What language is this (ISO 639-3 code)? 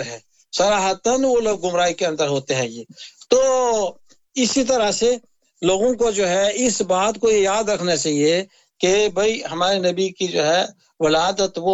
urd